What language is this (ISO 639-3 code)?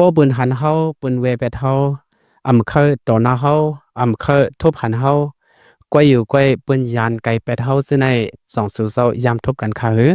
shn